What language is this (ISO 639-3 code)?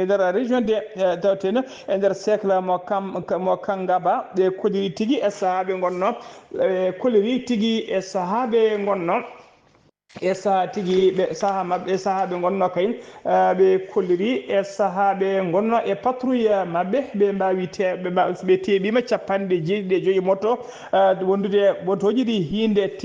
ful